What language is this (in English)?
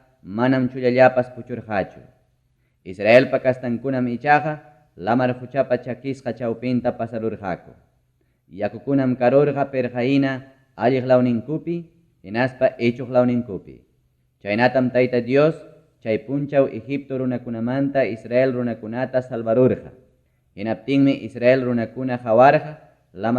Ayacucho Quechua